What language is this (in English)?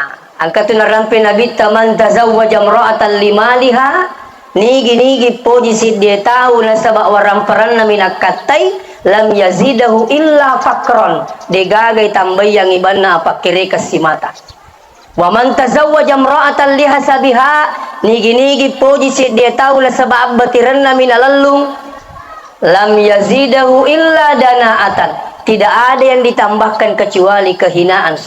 Buginese